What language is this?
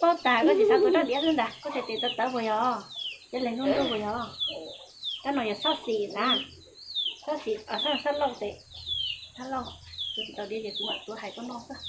Hmong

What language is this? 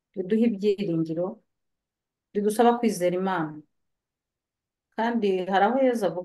Kinyarwanda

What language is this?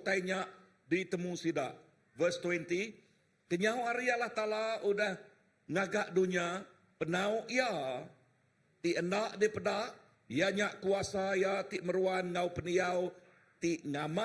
Iban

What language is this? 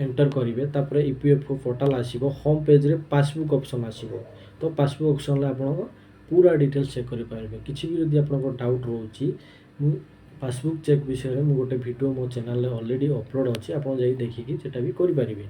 Odia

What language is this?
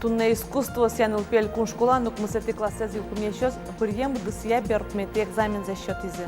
Udmurt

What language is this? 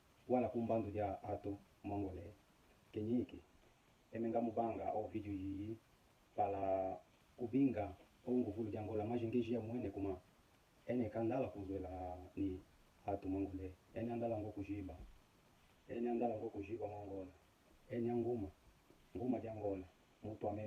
Kimbundu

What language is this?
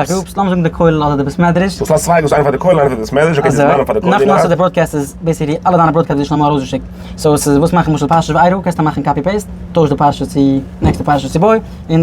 Yiddish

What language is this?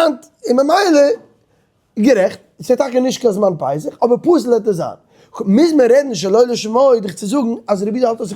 Yiddish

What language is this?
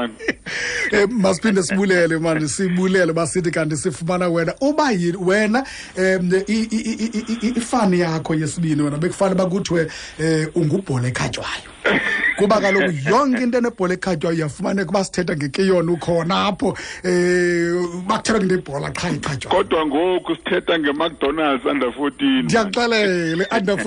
Xhosa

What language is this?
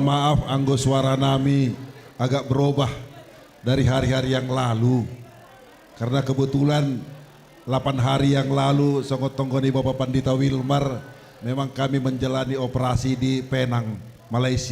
Batak Simalungun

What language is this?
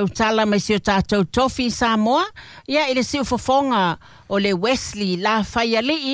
Samoan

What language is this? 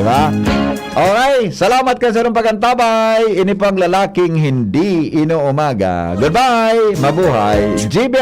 Bikol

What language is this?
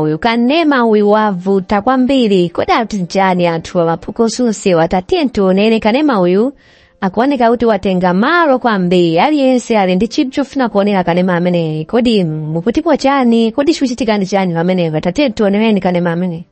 Nyanja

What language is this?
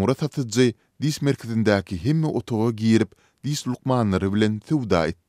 Turkmen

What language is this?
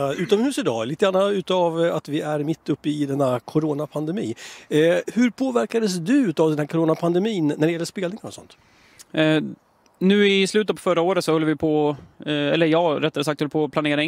Swedish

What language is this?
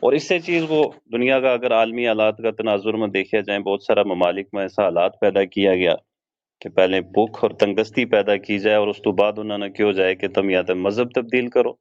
Gujari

